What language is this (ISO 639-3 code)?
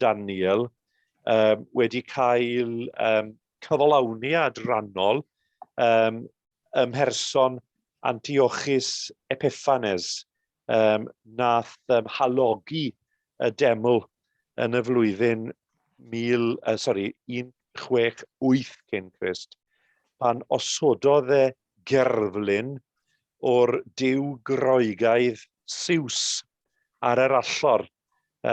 cym